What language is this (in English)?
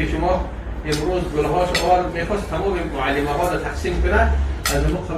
Tajik